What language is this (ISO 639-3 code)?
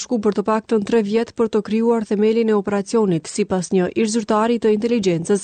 sqi